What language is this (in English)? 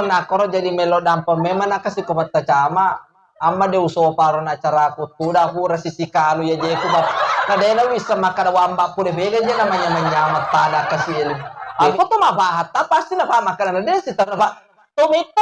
Buginese